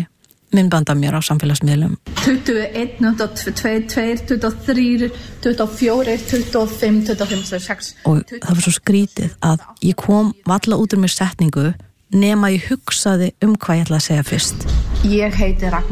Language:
Icelandic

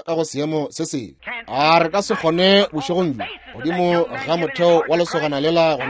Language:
Northern Sotho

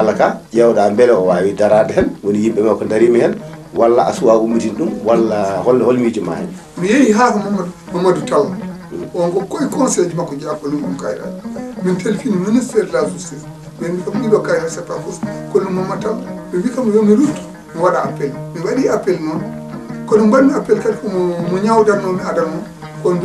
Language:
Fula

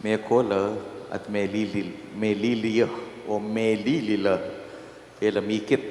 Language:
Pampanga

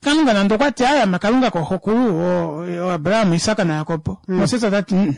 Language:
Kuanyama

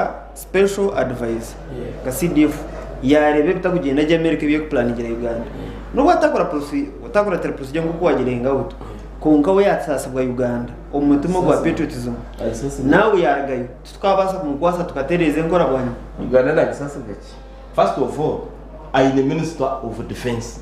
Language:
Nyankole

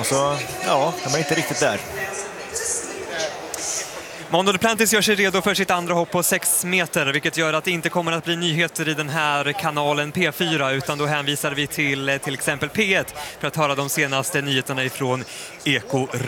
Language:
Swedish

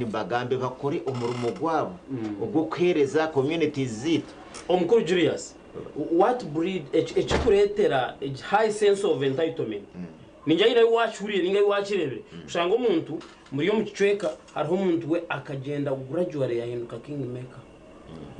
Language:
Nyankole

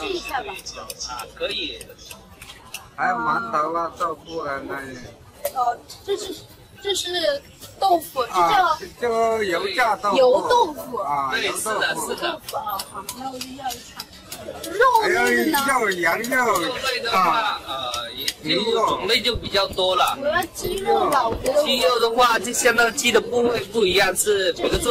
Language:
Chinese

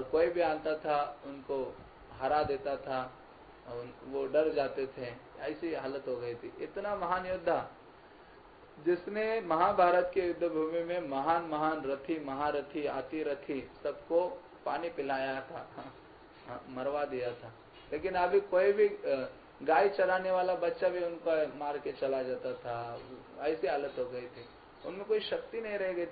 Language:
Hindi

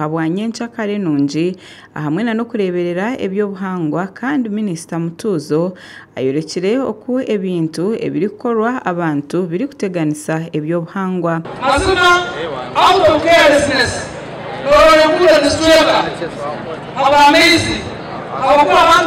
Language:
Nyankole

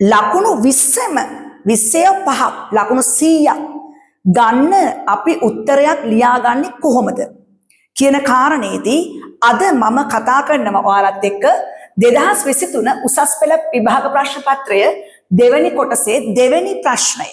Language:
Sinhala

